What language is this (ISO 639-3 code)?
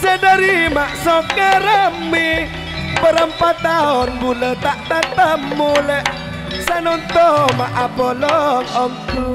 mad